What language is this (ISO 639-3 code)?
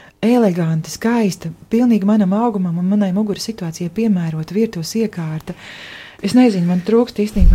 lav